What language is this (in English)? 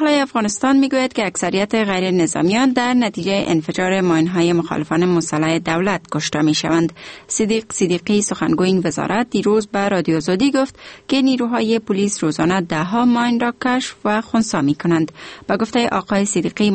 Persian